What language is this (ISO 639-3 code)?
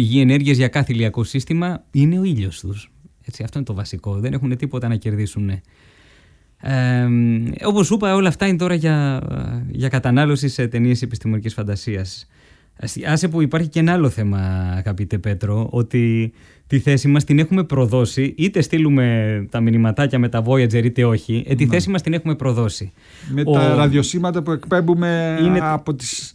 ell